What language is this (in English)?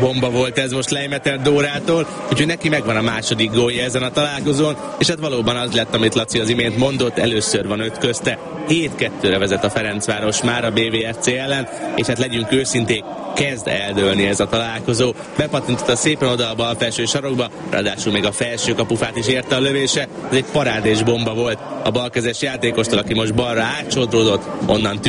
Hungarian